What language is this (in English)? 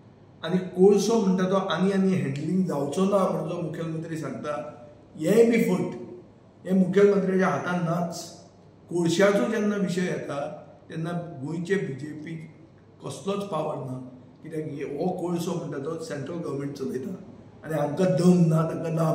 Konkani